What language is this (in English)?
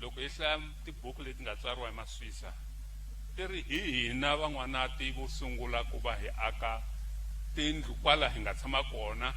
Tsonga